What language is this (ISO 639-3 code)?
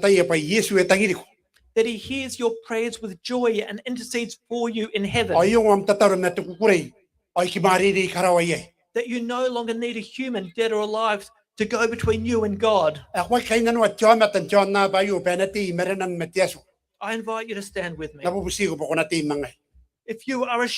gil